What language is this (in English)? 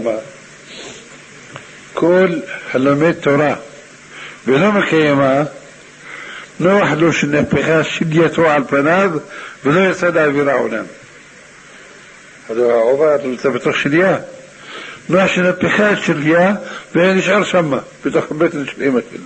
Hebrew